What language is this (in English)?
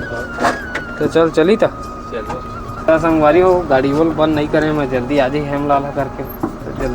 Chhattisgarhi